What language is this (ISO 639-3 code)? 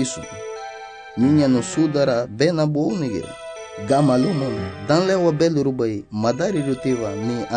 cab